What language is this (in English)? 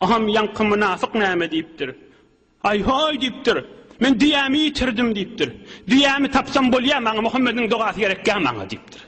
Turkmen